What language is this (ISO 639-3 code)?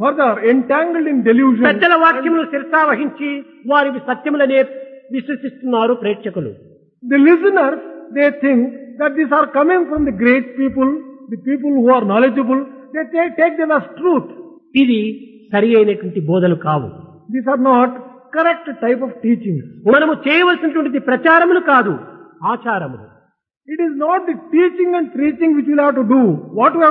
tel